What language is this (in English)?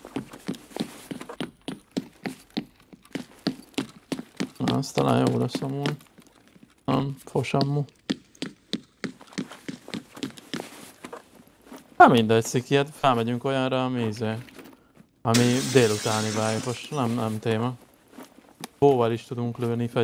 Hungarian